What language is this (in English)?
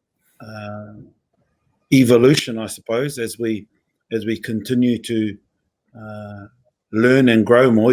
Māori